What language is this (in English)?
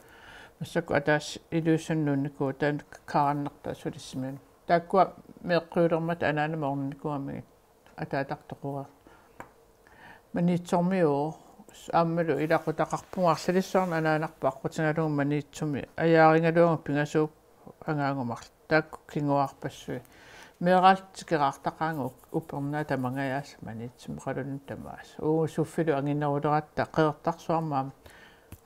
Kalaallisut